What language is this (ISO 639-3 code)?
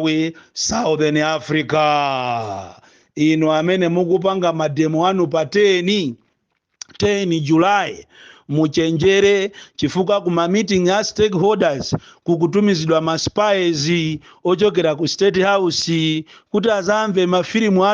nya